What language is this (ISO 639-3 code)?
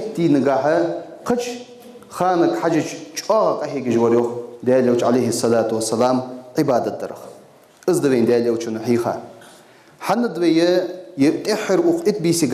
inh